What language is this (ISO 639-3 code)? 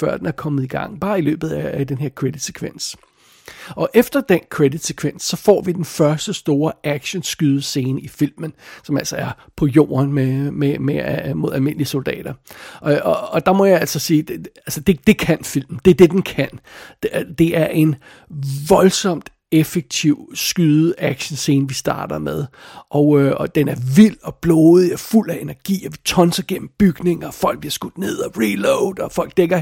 dan